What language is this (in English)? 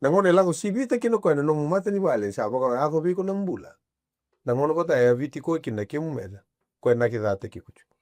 Fijian